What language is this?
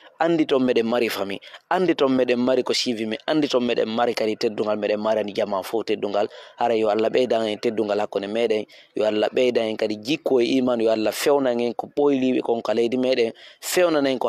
Fula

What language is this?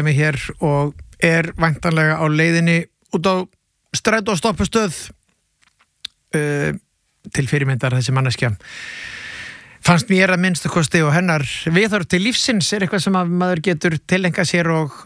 Icelandic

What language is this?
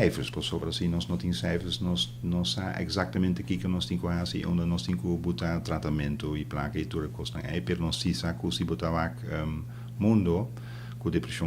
Papiamento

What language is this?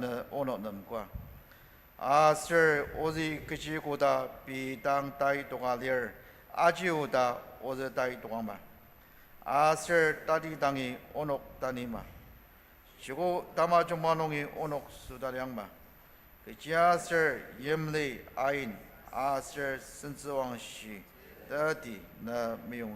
Ao Naga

